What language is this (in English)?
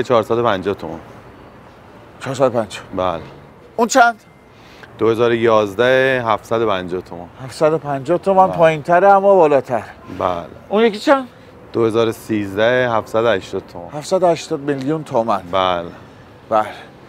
Persian